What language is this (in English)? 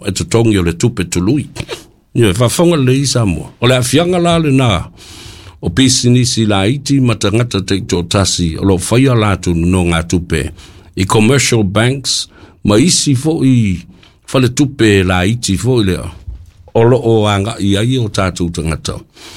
Samoan